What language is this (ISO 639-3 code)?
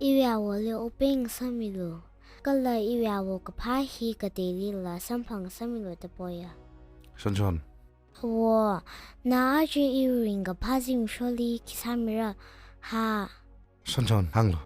nmf